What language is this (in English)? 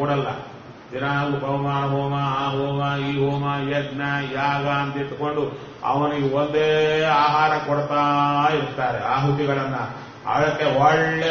Kannada